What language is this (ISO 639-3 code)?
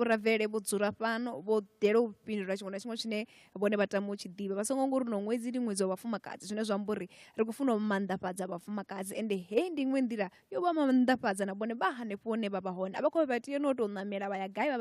ven